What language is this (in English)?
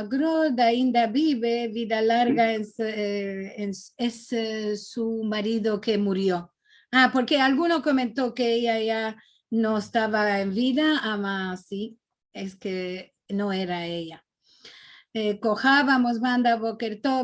Ladino